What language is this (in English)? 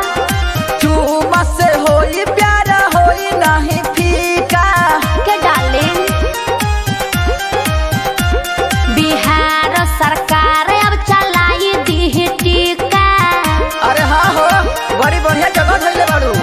Bhojpuri